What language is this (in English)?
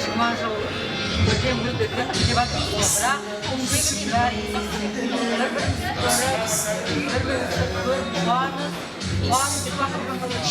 Kara-Kalpak